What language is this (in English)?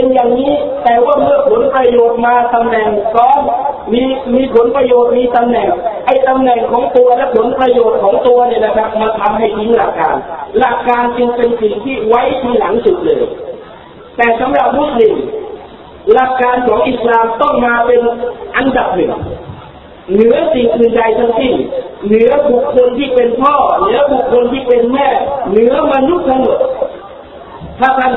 Thai